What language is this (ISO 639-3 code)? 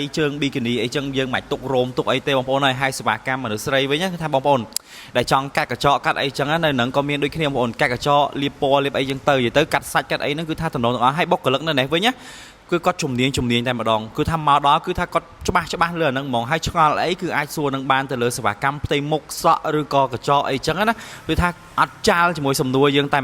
khm